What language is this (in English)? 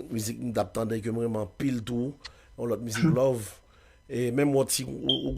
Haitian Creole